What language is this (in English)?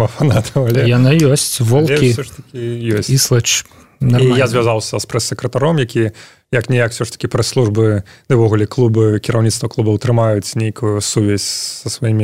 Belarusian